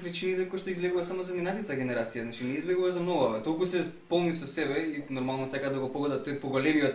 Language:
Macedonian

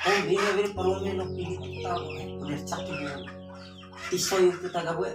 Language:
Bima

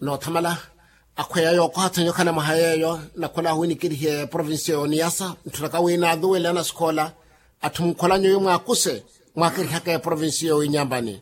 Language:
Makhuwa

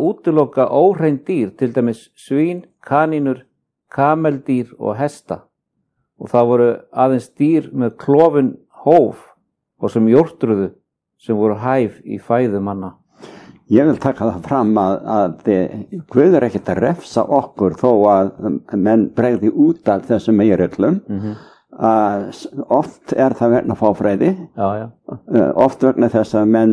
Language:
Icelandic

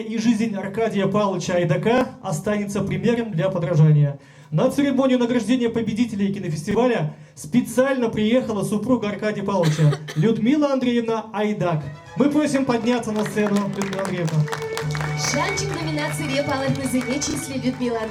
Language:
Chuvash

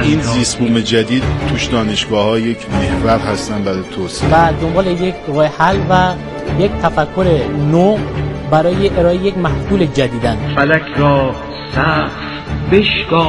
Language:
Persian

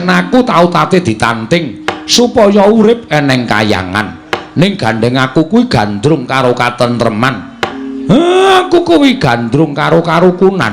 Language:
Javanese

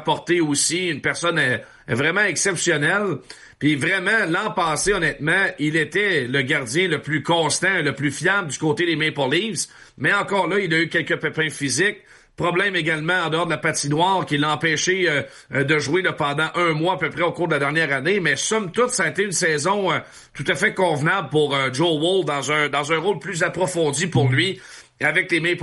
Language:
French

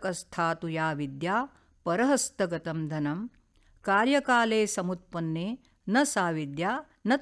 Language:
Sanskrit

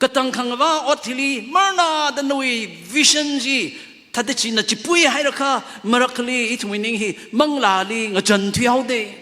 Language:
Tangkhul Naga (India)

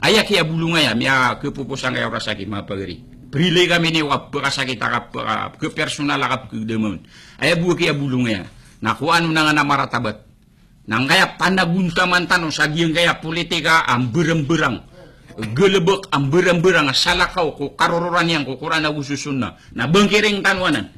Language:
Maranao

